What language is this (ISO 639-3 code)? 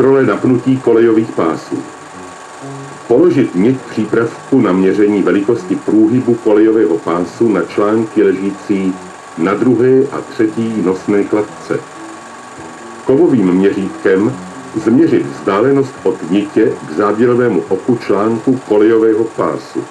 ces